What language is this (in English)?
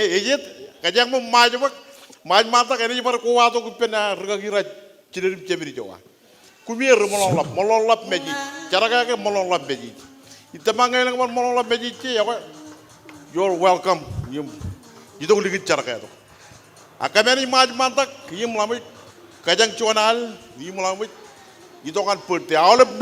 Marshallese